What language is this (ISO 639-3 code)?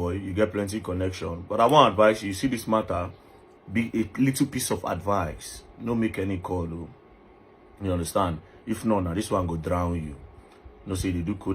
pcm